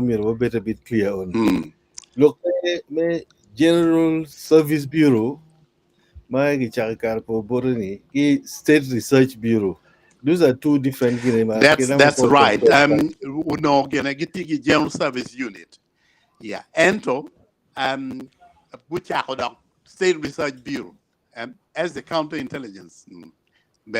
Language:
Acoli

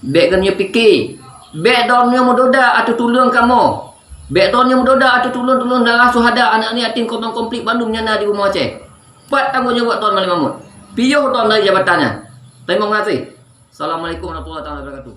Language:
Achinese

